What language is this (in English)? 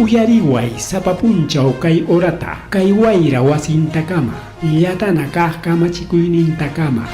Ayacucho Quechua